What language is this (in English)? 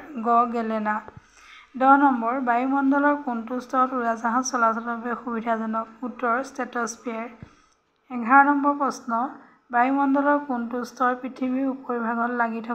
Assamese